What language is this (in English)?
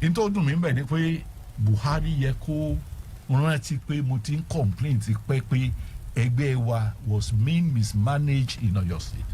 Yoruba